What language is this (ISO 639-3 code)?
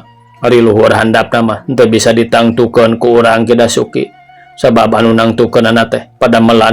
sun